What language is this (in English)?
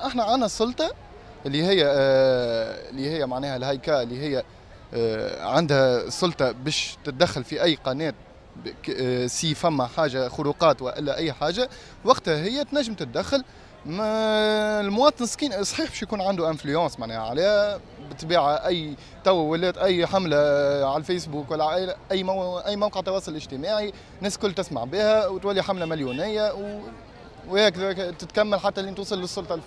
Tunisian Arabic